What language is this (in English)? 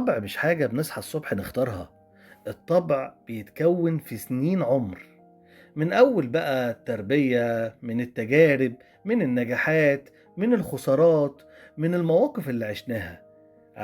Egyptian Arabic